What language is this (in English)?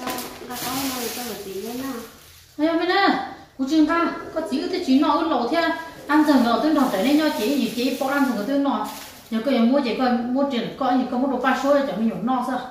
Hmong